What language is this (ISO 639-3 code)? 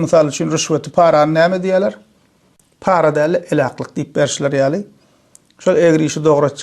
tuk